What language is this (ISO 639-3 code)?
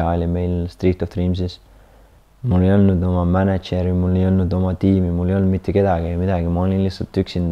est